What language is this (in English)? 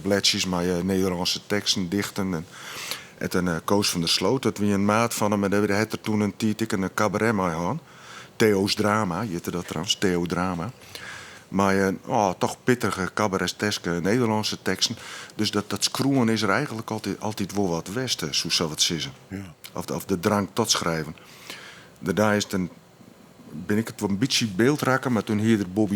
Western Frisian